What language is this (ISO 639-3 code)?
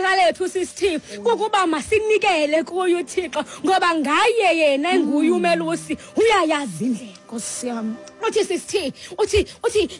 xho